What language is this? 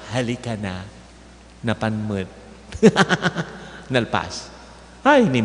Iloko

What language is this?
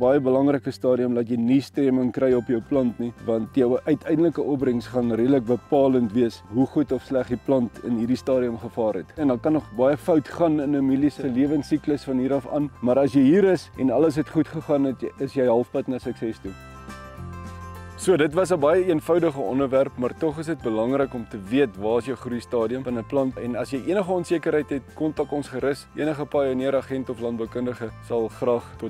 Afrikaans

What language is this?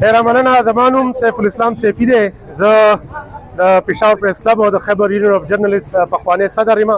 Pashto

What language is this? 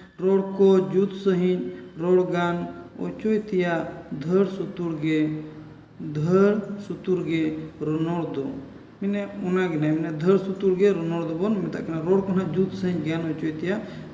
Santali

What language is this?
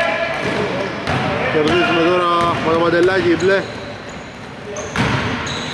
Greek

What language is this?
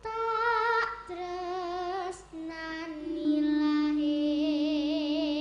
Javanese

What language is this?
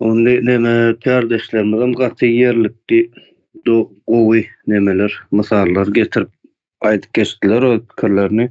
Turkmen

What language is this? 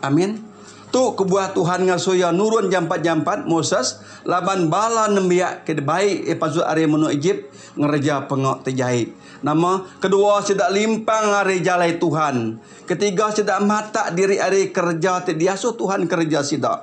Iban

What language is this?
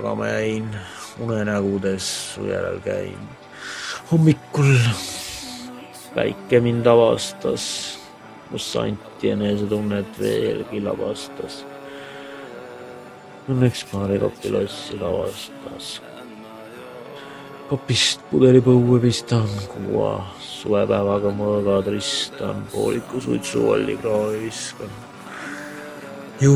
Estonian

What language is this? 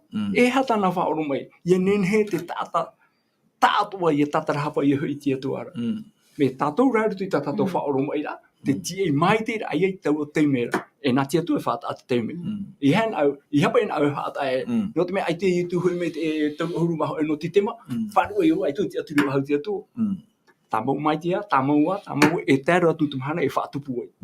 Tahitian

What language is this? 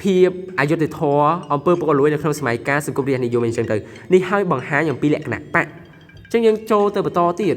Khmer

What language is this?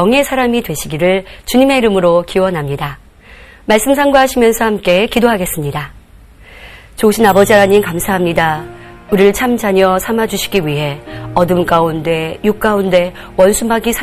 Korean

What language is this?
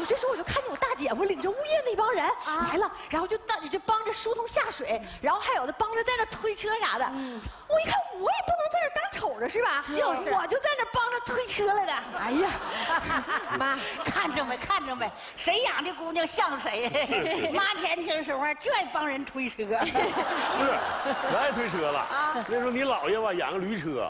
Chinese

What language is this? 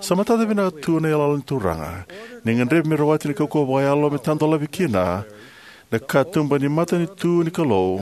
Fijian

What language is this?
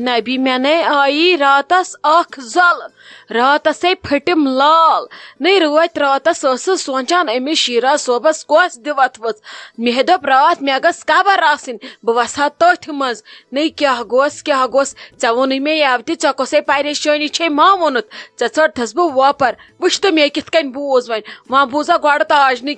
Kashmiri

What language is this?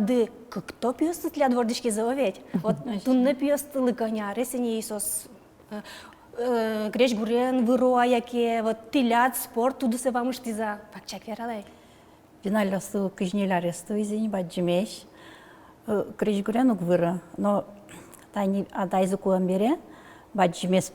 Udmurt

